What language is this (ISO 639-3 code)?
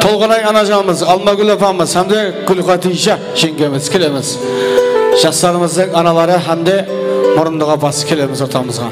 kaa